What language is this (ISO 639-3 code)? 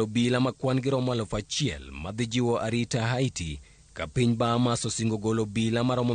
luo